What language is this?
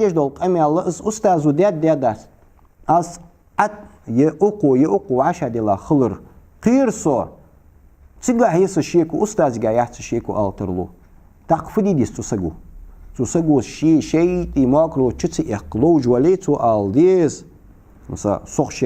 Ingush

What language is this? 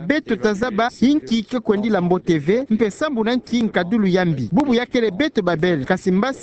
Kituba (Democratic Republic of Congo)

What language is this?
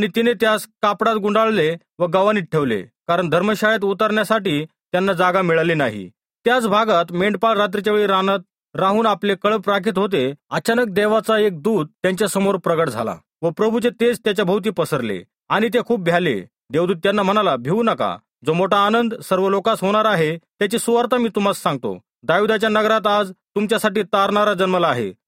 Marathi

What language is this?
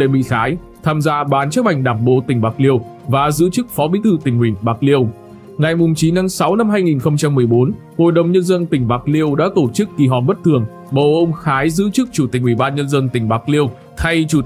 Vietnamese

